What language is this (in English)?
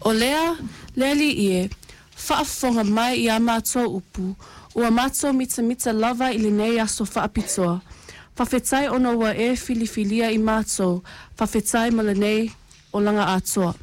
Samoan